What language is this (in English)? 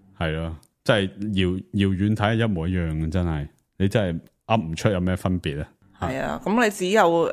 Cantonese